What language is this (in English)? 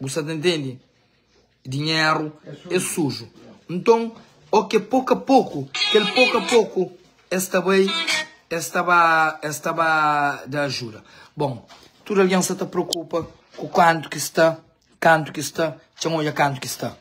Kabuverdianu